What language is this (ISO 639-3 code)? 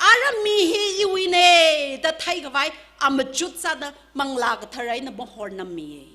nmf